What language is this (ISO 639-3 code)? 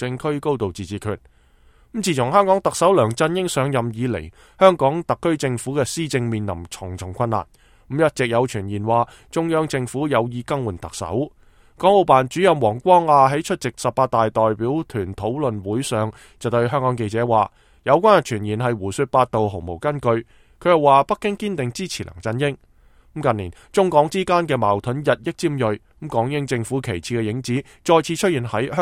yue